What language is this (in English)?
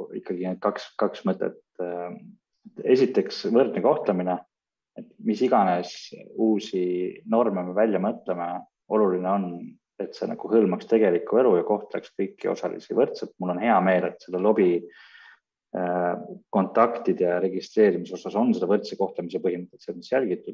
Estonian